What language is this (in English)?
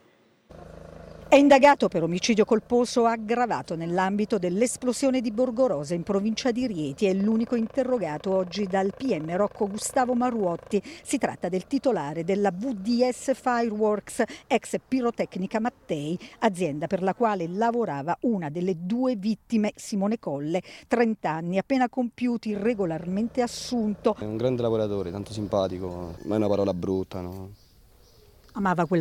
Italian